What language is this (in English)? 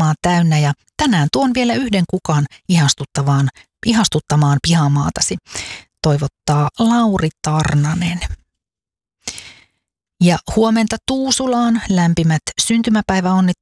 Finnish